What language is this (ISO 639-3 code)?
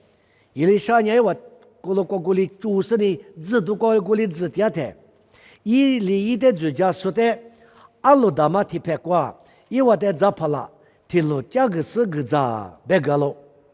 lis